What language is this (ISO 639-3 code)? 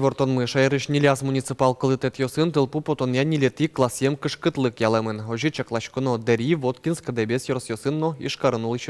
udm